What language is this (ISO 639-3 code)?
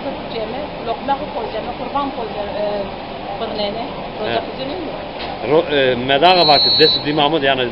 zza